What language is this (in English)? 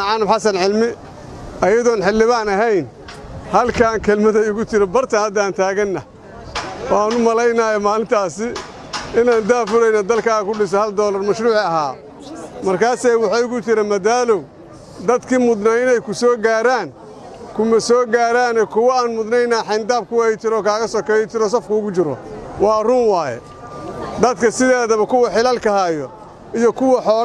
Somali